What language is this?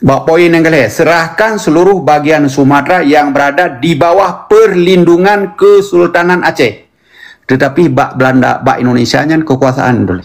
Achinese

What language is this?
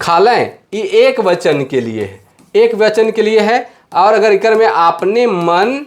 Sadri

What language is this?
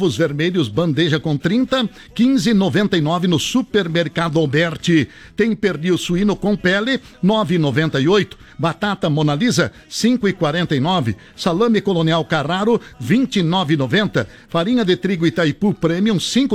Portuguese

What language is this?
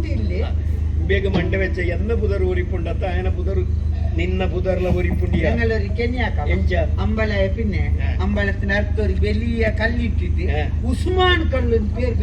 Tulu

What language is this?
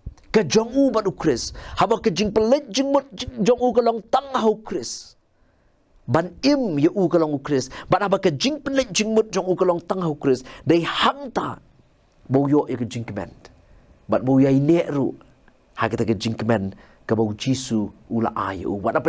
Khasi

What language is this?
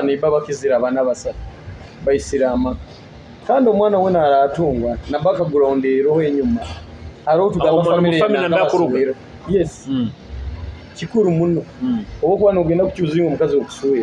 Nyoro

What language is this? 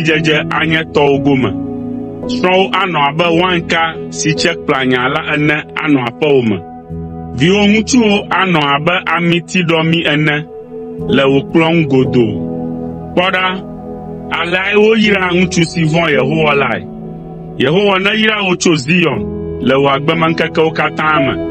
Ewe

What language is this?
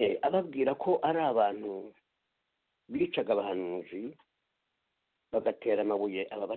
Kinyarwanda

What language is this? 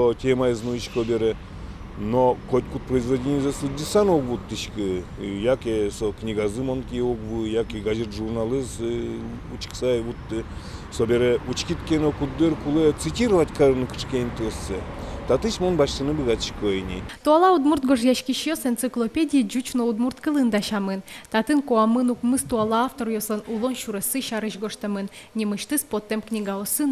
Udmurt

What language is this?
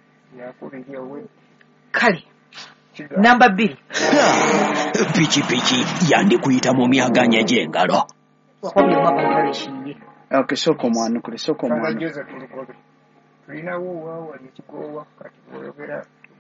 Ganda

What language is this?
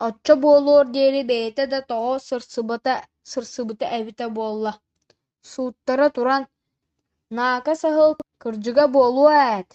Yakut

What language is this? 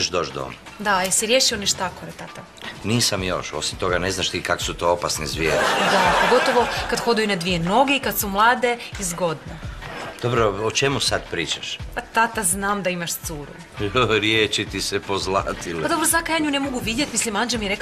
Croatian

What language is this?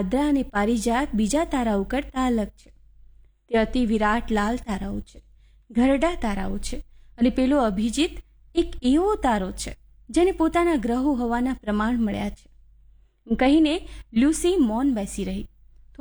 Gujarati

